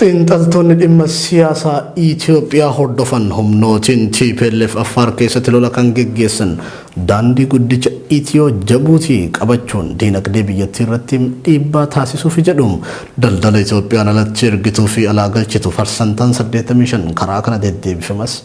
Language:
Oromo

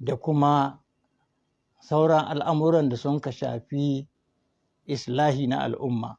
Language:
Hausa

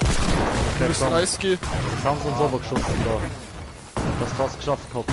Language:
Bavarian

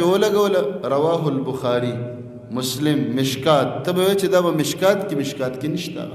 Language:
Pashto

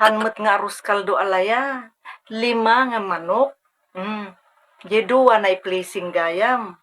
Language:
Iloko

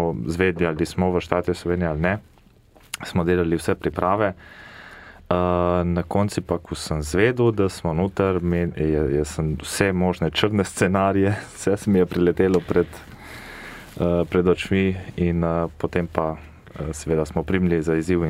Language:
Slovenian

